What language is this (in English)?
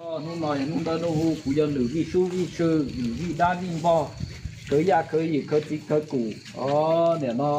Hmong